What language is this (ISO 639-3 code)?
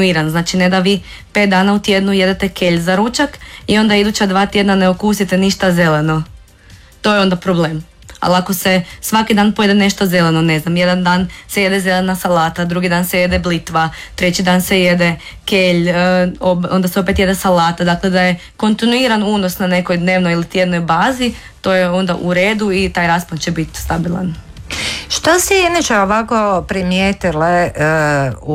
hrv